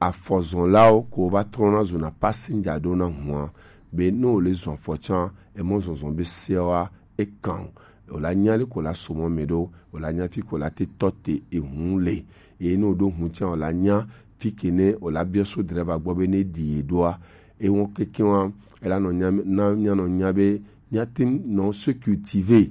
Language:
Gen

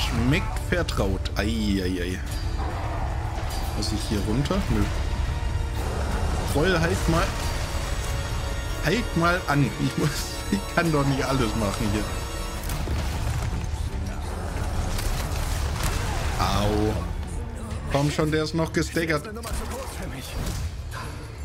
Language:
German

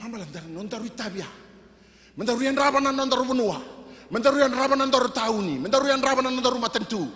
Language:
Fijian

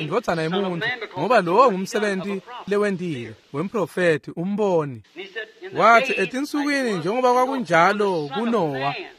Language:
Swati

